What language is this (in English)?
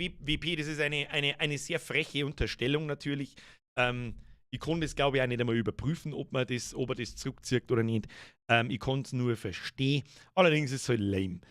Bavarian